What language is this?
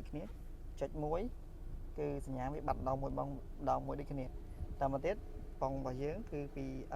Khmer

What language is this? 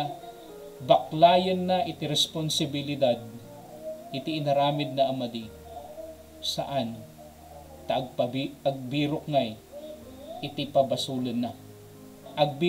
Iloko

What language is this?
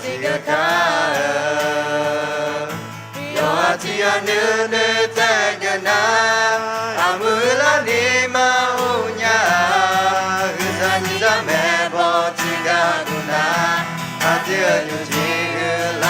Akha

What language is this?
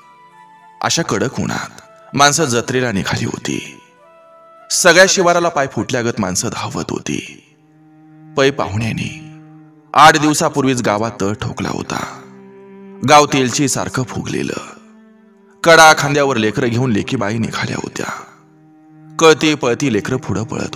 Marathi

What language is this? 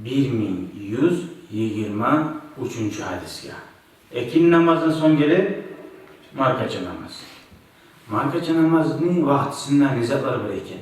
Kumyk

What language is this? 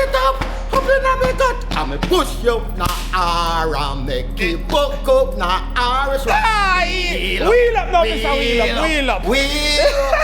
Jamaican Creole English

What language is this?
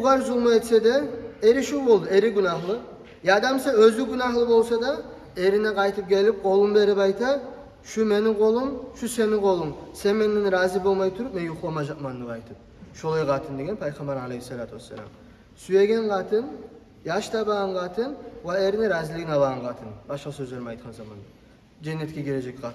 Kumyk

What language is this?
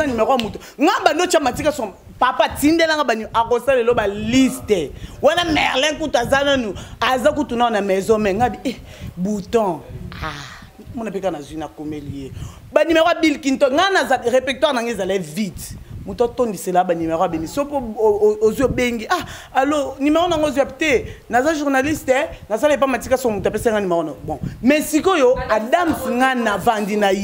Lingala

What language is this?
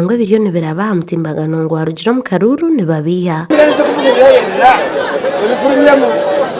Nyankole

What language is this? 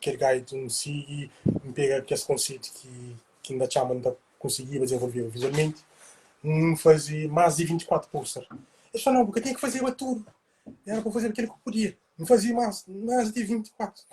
Kabuverdianu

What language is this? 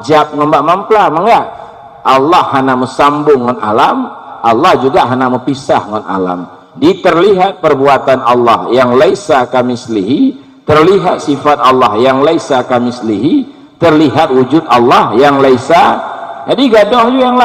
Achinese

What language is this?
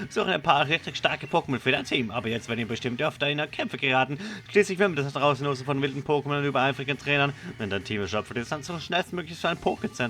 Swiss German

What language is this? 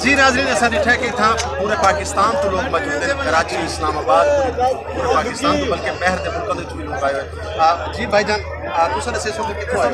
Saraiki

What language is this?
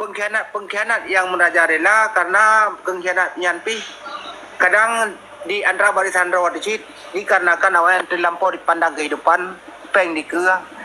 Achinese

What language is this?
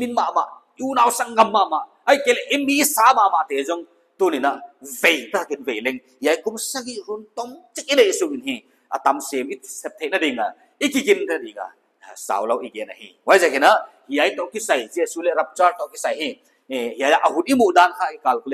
Paite Chin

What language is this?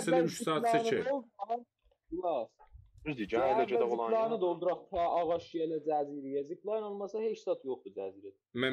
South Azerbaijani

